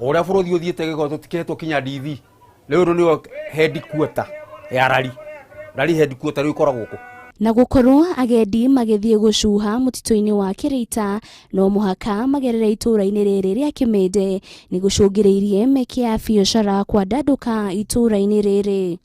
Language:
Kikuyu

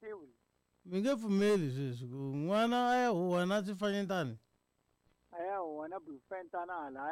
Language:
Tsonga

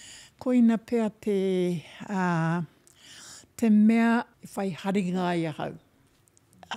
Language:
Māori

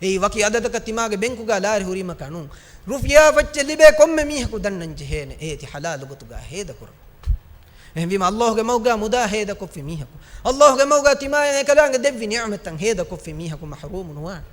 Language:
Divehi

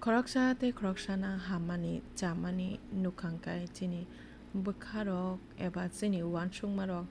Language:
Kok Borok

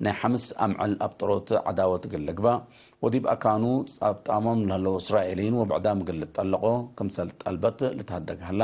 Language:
Tigre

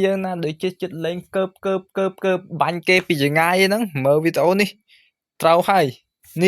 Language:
Khmer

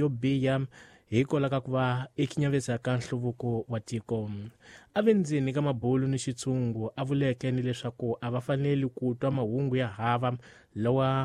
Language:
Tsonga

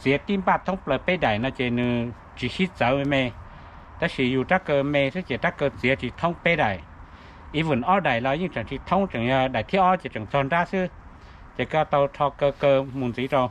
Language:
Hmong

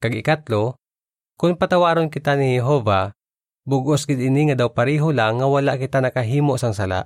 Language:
Hiligaynon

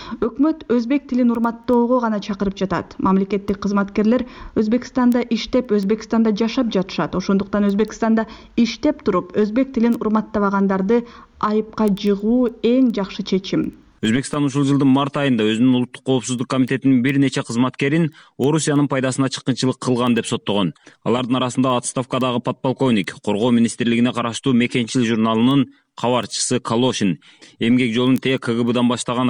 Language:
Kyrgyz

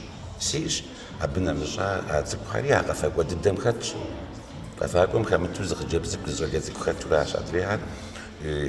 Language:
Kabardian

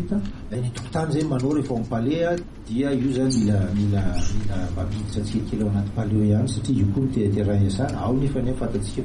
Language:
Malagasy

